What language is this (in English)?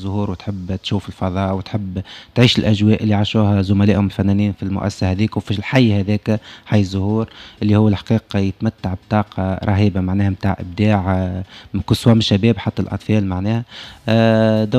Tunisian Arabic